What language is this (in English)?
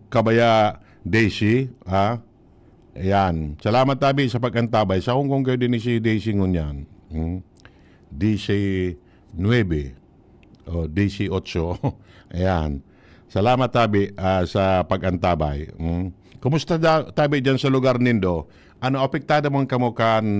Bikol